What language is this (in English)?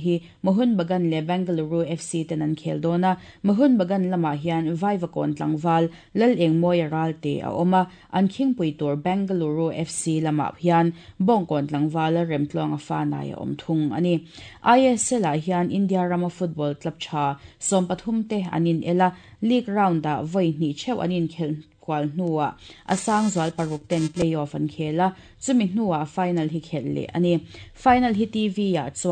Mizo